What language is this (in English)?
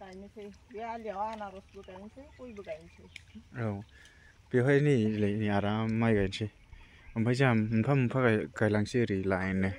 Bodo